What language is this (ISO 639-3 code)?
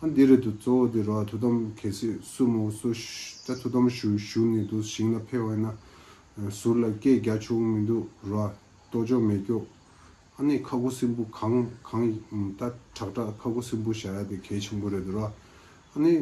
bod